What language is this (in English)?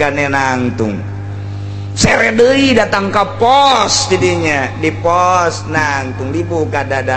Sundanese